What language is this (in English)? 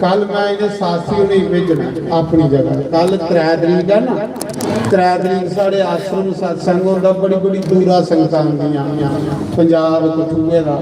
Dogri